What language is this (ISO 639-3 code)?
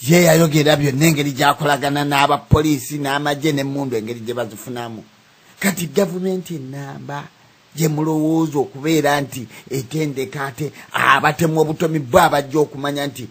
lug